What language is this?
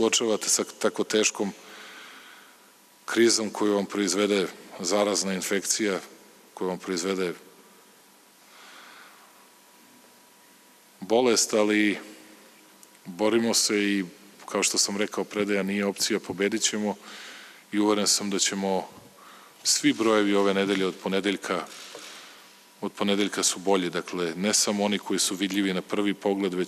Serbian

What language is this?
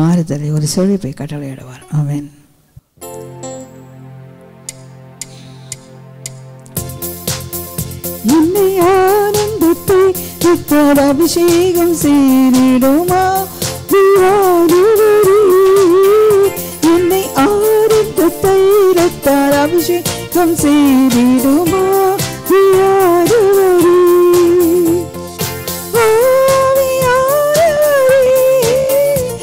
Tamil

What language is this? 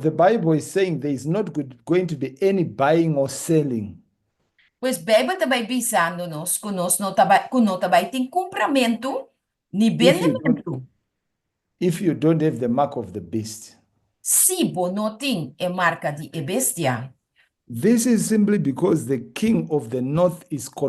Papiamento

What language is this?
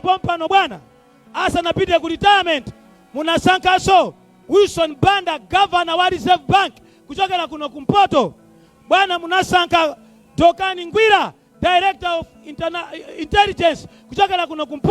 Nyanja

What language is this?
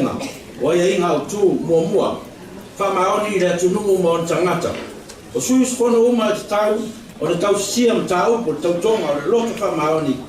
Samoan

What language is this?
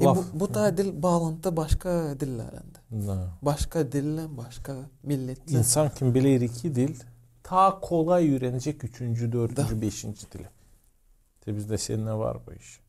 Gagauz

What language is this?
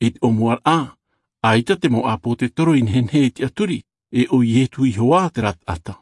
Tahitian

